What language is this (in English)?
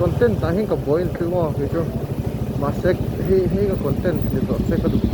Mizo